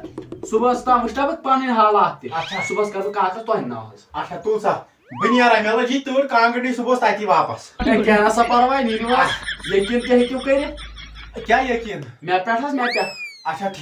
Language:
Kashmiri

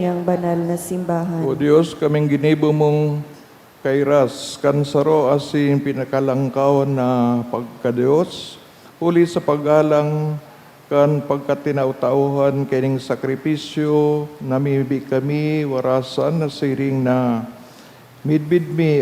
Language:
Bikol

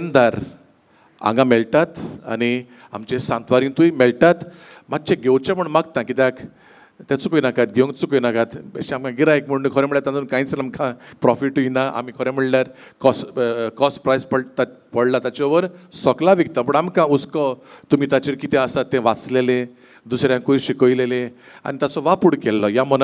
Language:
Konkani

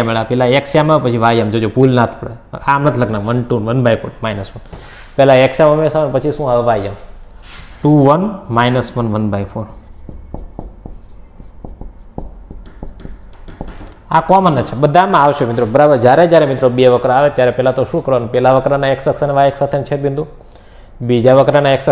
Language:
Gujarati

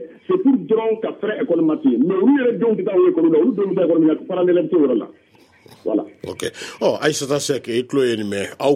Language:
Bambara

